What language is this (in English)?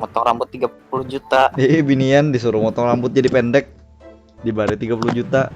Banjar